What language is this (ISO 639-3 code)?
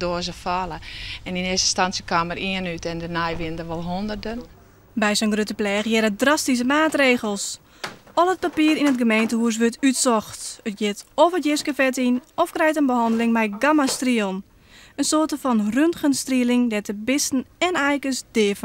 fry